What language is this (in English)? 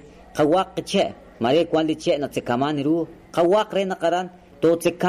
Kekchí